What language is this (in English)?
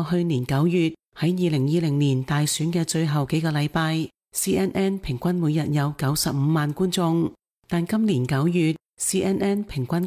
Cantonese